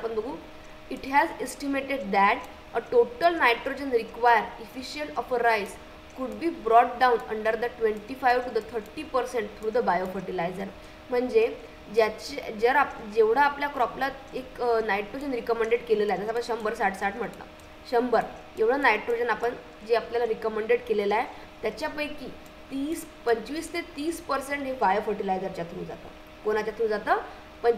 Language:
Marathi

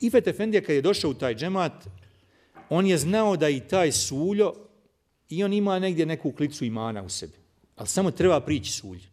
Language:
Bosnian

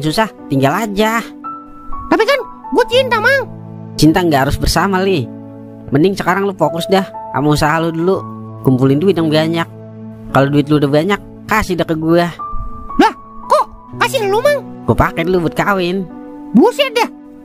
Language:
Betawi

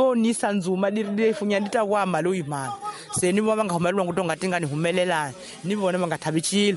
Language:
Tsonga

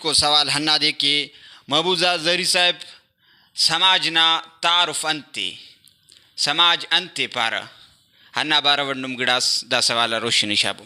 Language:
Brahui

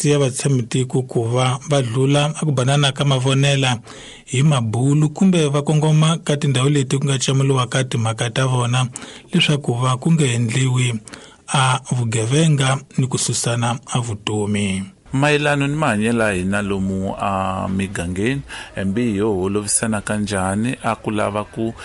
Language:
Tsonga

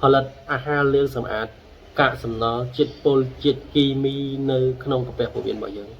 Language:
Khmer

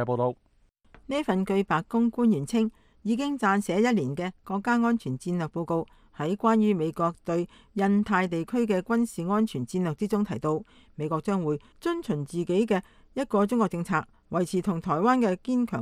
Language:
Cantonese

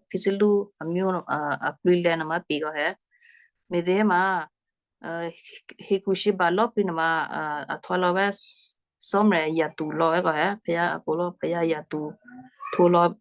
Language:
Western Kayah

